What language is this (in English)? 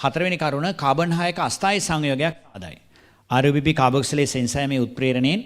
Sinhala